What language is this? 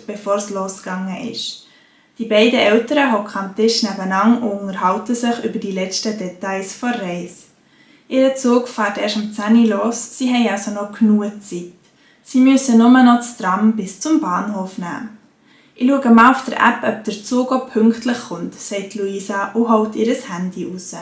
Swiss German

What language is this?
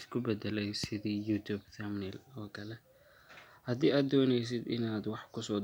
Somali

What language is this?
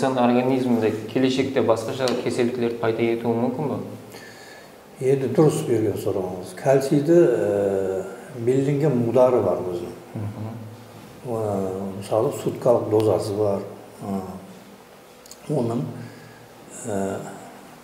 Kara-Kalpak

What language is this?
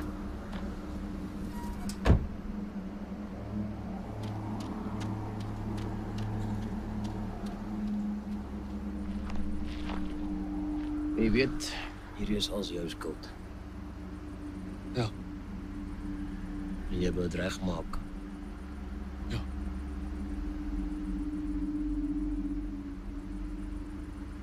Afrikaans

